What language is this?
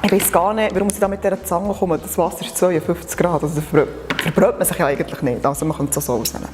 Swiss German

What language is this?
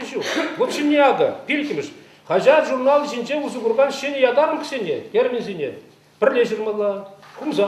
Chuvash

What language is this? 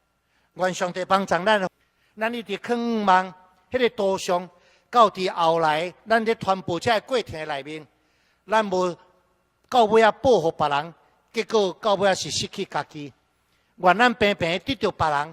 Min Nan Chinese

